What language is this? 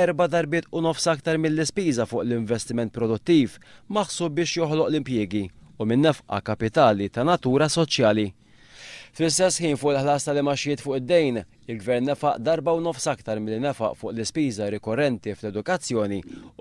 Maltese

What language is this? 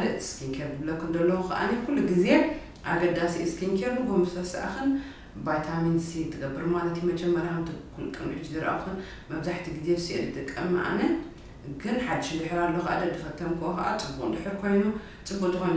Tigrinya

